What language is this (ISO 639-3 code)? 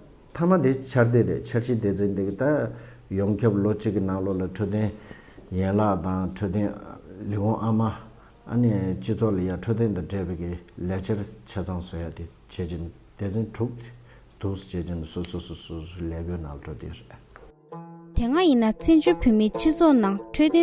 bod